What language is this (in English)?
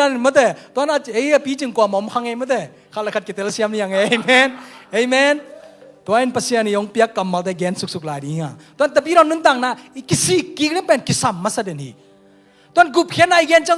Tedim Chin